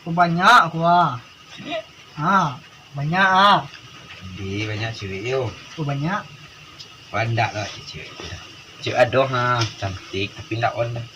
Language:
Minangkabau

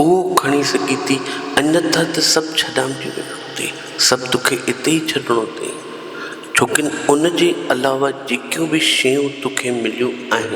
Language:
Sindhi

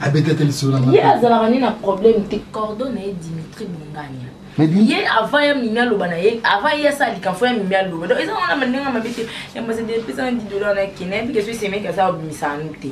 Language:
Lingala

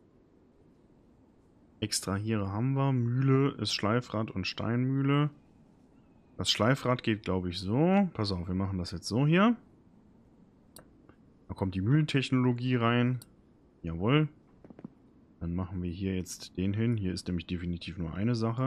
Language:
German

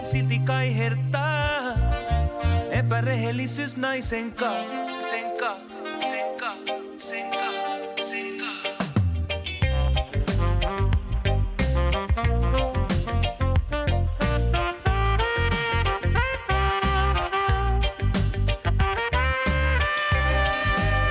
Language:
Finnish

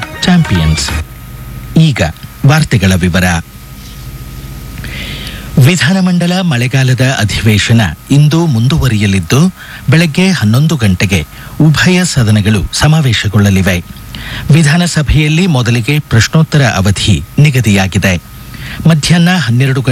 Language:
Kannada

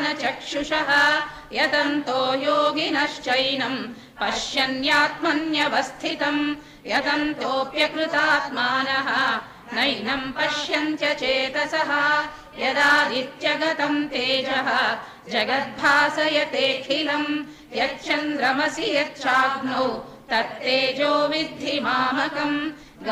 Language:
Sanskrit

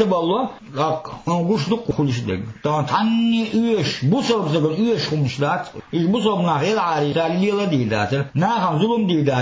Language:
Chechen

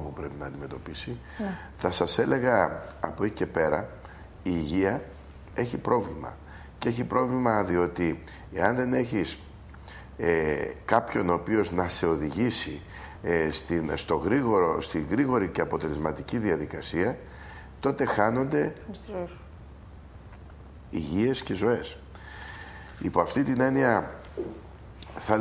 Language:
Greek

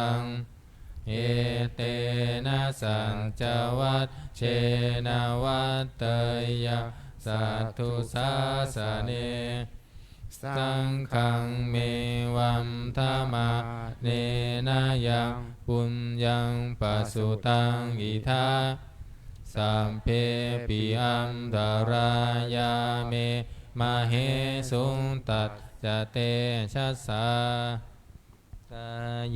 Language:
Pali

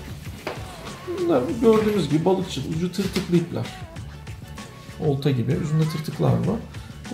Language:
Turkish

